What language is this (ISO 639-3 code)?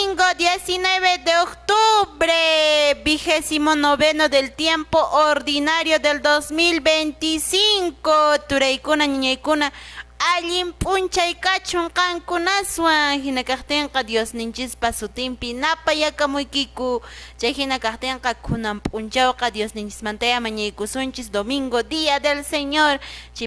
que